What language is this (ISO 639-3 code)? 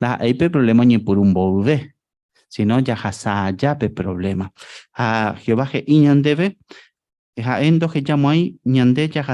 grn